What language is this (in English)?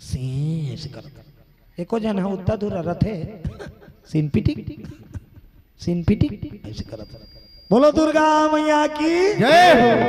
Chhattisgarhi